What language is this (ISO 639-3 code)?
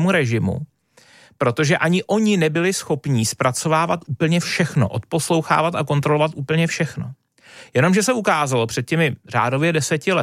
ces